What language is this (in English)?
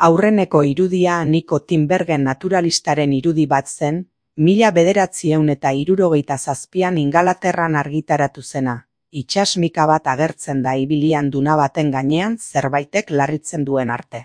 Basque